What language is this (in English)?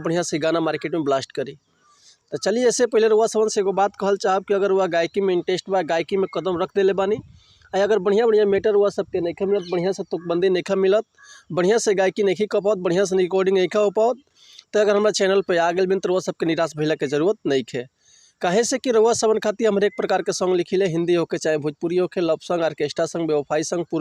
Bhojpuri